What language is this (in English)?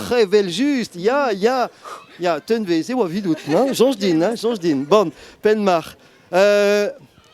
Breton